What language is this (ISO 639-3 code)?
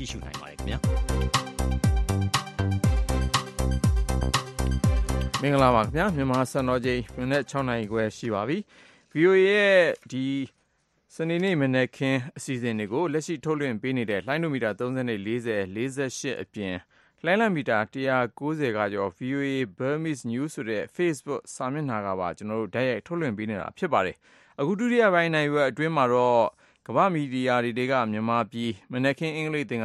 mya